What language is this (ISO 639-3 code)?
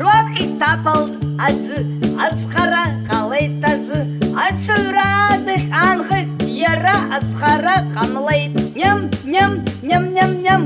abk